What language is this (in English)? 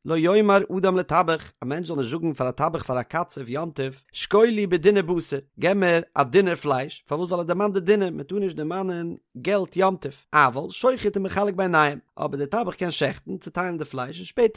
Yiddish